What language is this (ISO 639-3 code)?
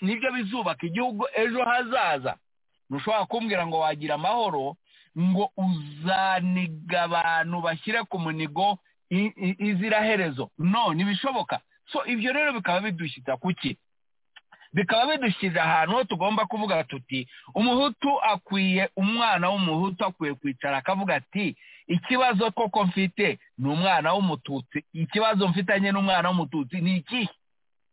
kin